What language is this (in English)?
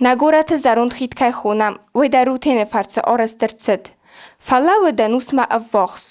Ossetic